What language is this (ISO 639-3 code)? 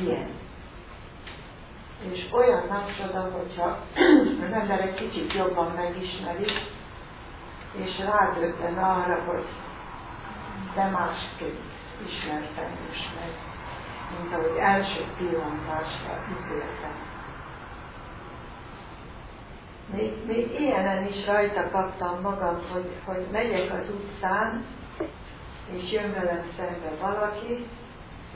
hun